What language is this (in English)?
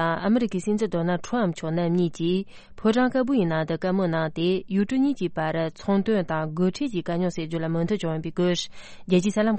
Tibetan